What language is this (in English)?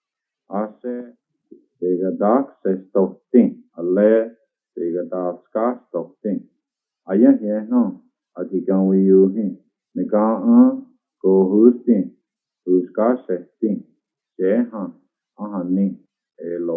Cherokee